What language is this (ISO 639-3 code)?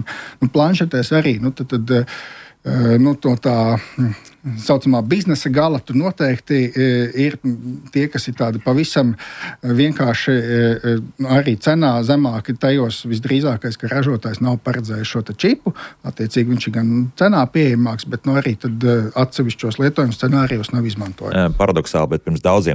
lav